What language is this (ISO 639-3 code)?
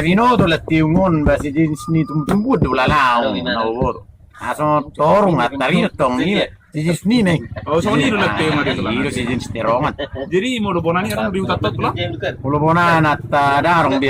bbc